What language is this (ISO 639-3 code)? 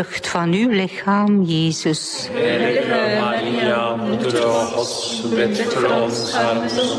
nld